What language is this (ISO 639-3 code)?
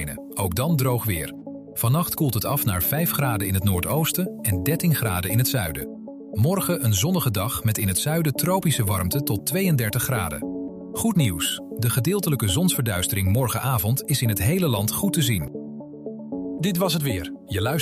nld